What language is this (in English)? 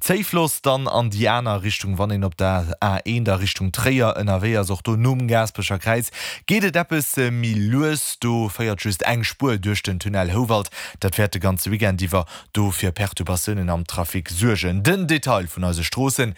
Luxembourgish